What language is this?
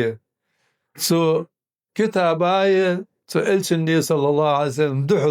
Ingush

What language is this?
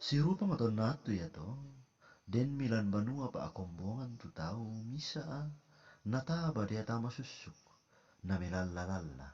Toraja-Sa'dan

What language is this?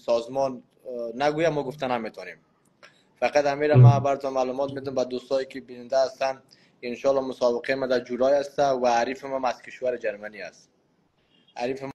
Persian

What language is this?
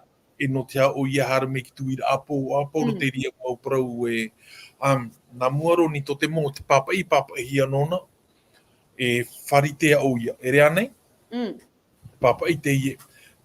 Tahitian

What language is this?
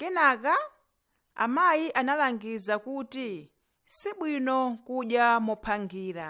Nyanja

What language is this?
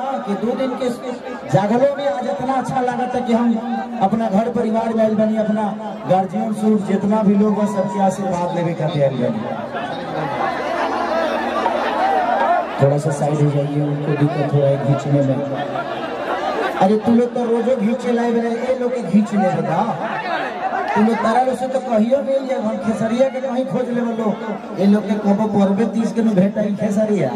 Bhojpuri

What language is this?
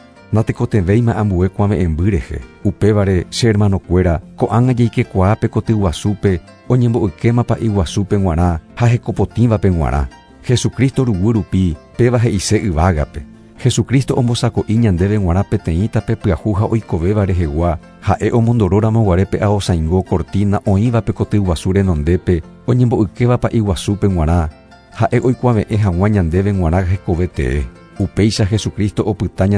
Guarani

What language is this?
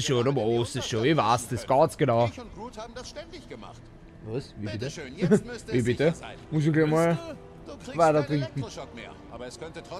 German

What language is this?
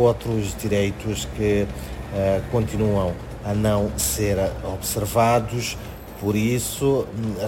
Portuguese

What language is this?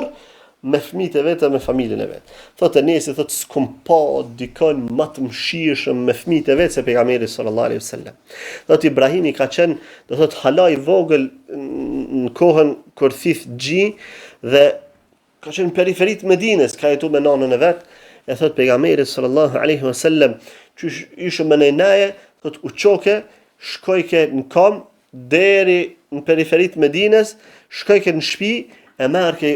Albanian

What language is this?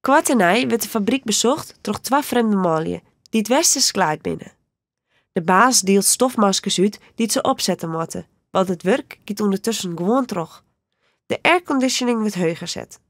Western Frisian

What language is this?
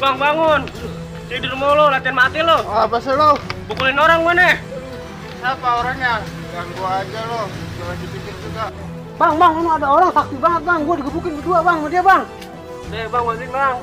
Betawi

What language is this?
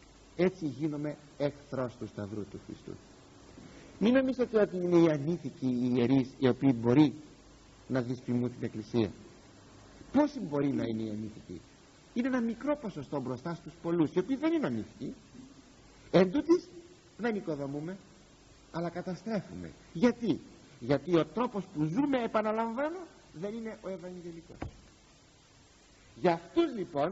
Greek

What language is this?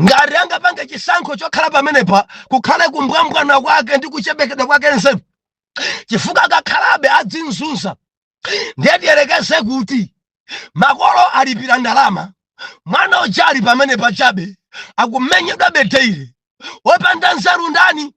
Nyanja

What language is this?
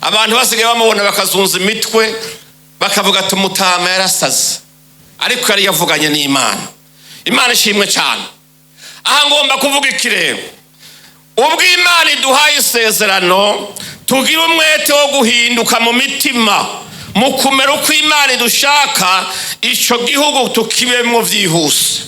Rundi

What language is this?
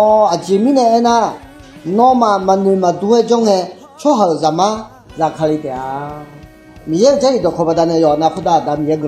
Akha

